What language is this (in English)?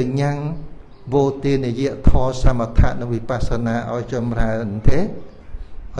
Khmer